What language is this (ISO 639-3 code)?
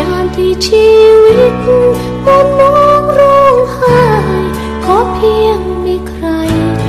tha